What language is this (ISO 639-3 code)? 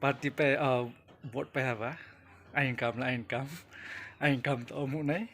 ria